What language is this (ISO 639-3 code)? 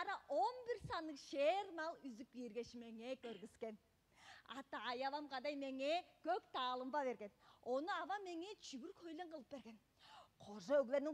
tyv